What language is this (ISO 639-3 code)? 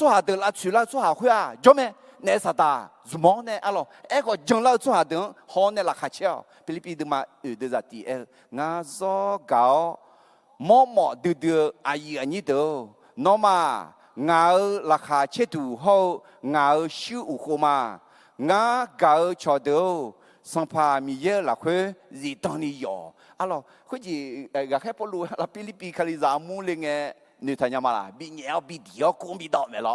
ahk